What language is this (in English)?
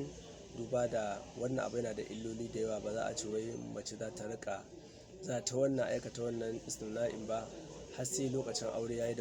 Hausa